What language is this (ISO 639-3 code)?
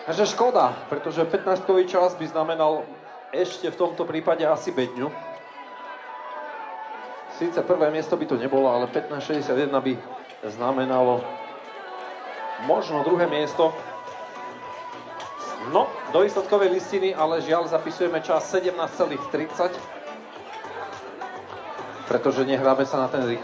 slk